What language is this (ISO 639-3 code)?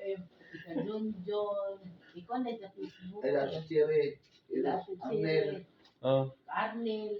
ceb